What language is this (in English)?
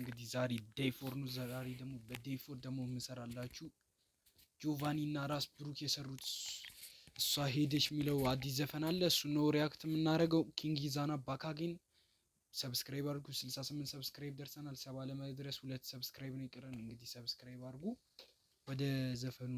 Amharic